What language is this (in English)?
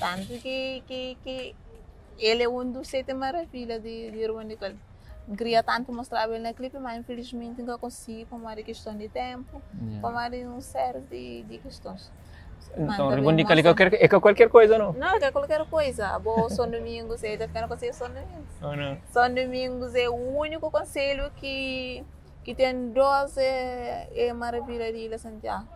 Kabuverdianu